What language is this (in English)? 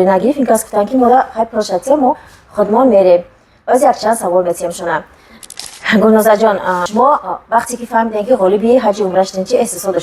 Tajik